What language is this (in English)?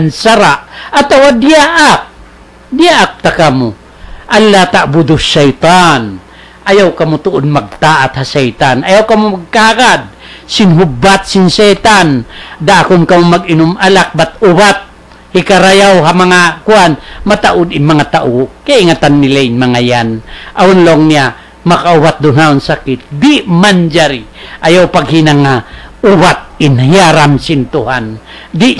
Tausug